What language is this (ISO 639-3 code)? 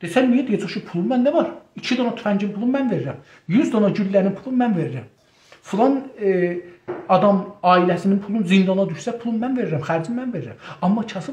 azb